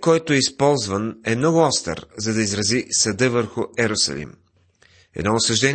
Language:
Bulgarian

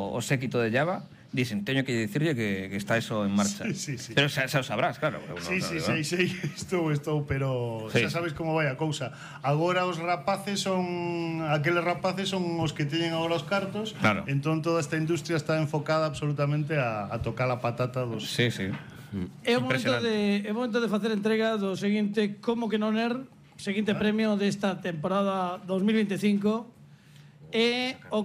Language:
Galician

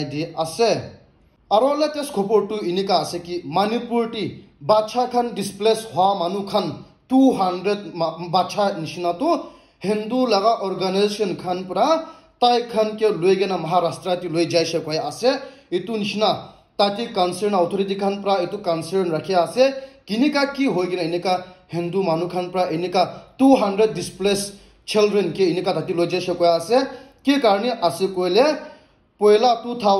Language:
Naga Pidgin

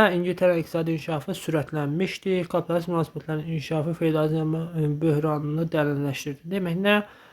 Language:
Azerbaijani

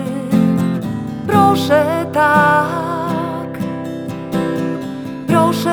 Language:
Polish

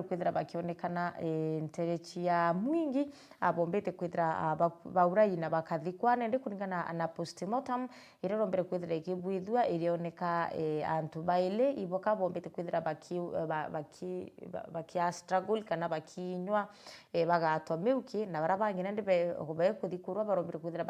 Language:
Meru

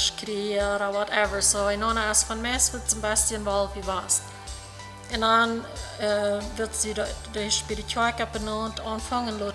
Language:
Plautdietsch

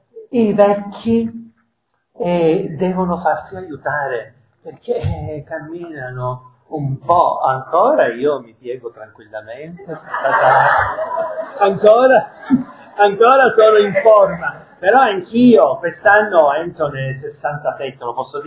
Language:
Italian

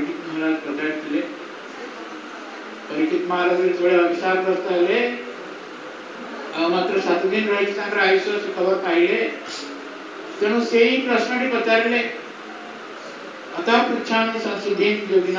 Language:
Odia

